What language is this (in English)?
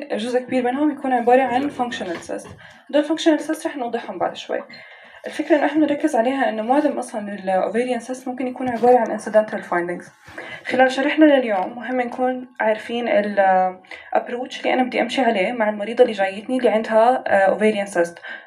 North Levantine Arabic